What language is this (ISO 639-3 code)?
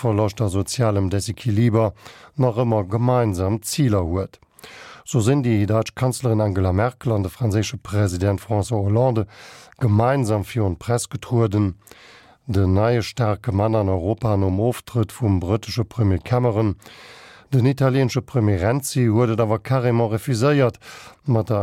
ltz